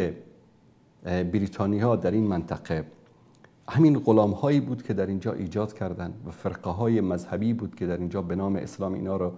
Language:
Persian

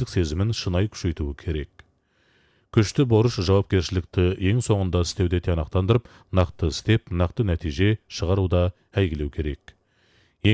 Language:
Kazakh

